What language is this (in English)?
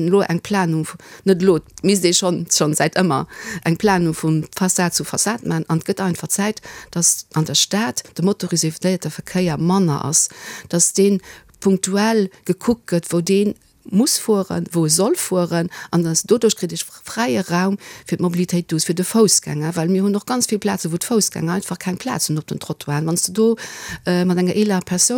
Luxembourgish